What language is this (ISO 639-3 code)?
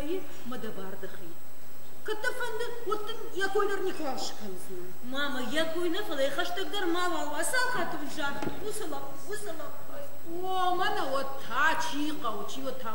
oss